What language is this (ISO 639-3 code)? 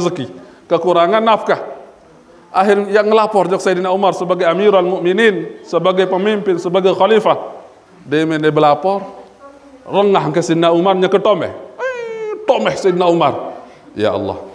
sas